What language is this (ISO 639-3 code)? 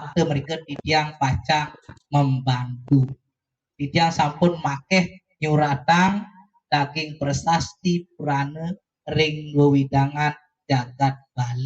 ban